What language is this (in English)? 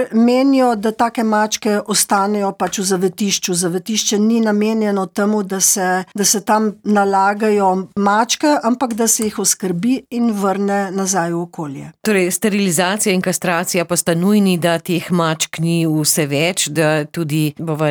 Slovenian